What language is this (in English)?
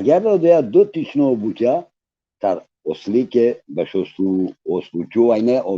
Balkan Romani